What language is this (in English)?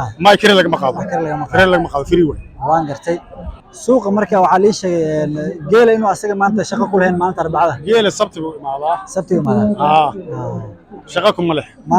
Somali